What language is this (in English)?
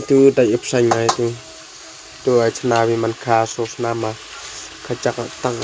Khasi